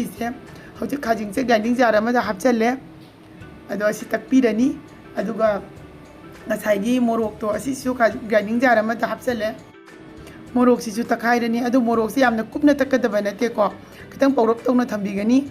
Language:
Manipuri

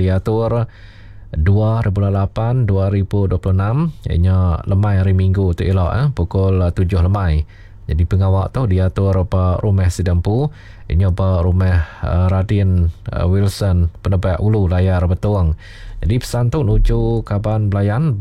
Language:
Iban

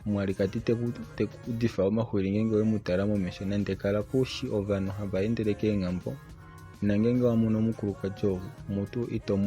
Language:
Kuanyama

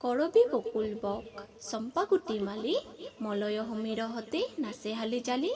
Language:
Assamese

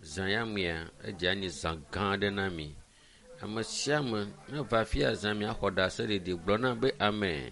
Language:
Ewe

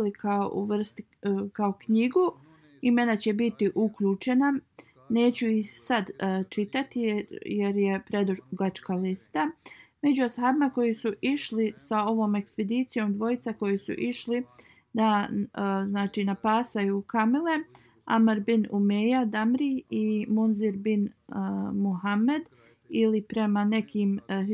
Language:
Bosnian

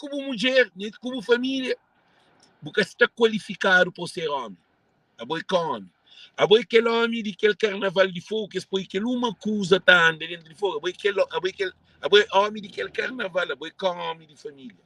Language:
Kabuverdianu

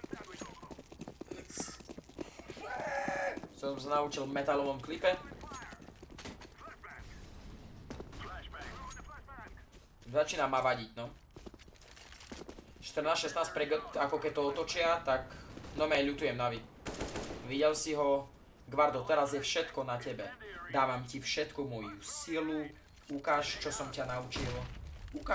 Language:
Slovak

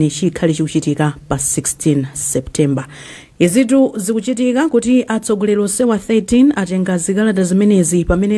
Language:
Nyanja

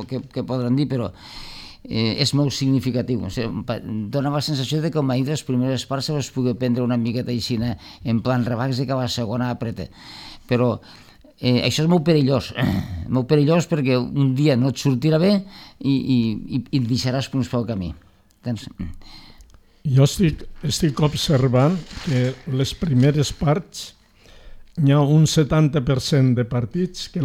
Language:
Catalan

